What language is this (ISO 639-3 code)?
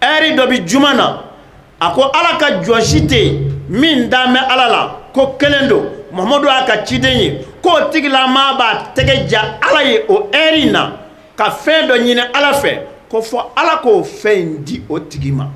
bam